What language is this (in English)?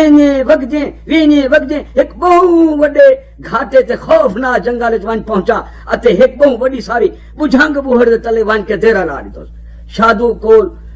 Saraiki